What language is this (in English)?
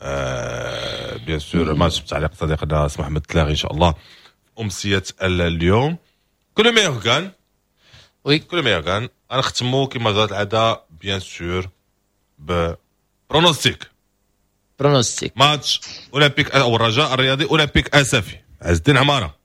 Moroccan Arabic